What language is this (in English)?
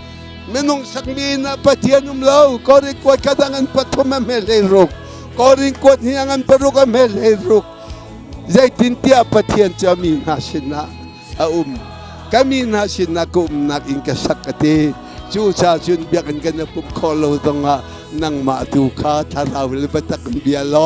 Hakha Chin